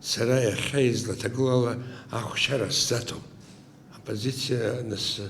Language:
Abkhazian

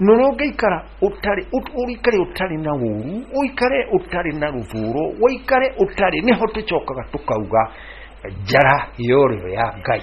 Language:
Kikuyu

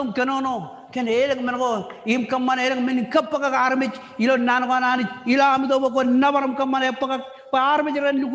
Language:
Marshallese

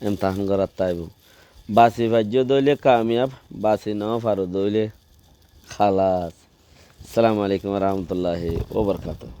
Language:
Rohingya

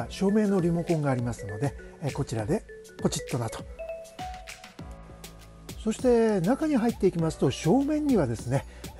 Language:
Japanese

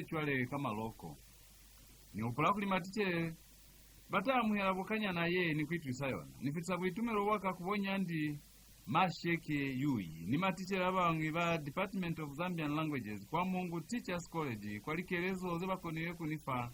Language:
Lozi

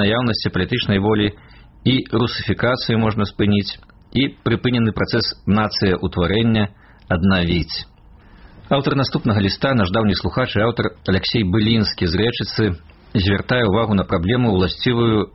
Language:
Belarusian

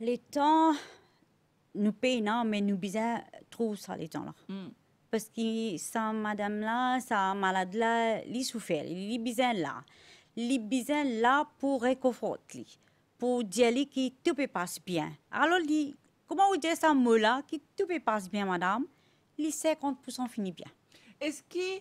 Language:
Morisyen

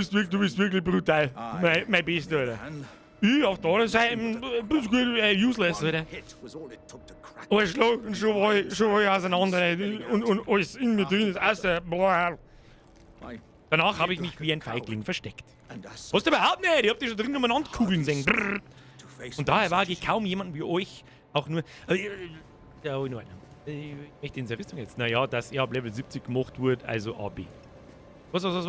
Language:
Bavarian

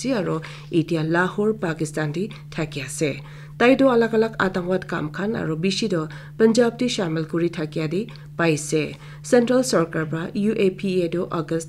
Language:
Naga Pidgin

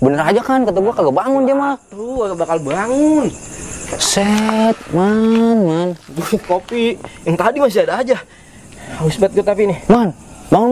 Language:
Betawi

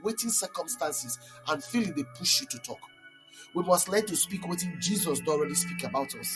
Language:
Nigerian Pidgin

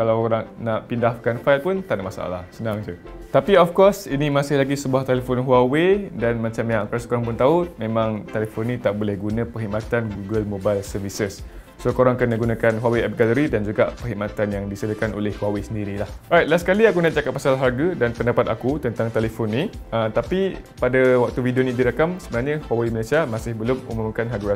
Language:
Malay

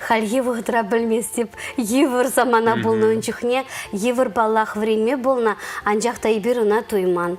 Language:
Chuvash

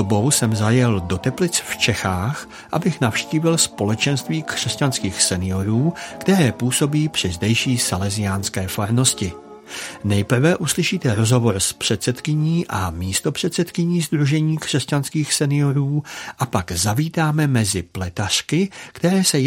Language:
Czech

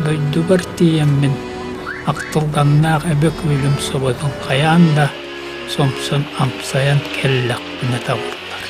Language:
Yakut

